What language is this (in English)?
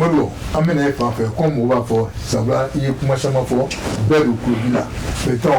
Bambara